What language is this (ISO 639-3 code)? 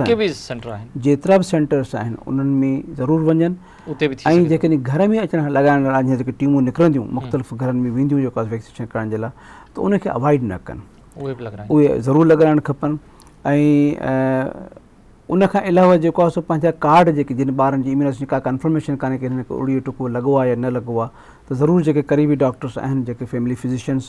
snd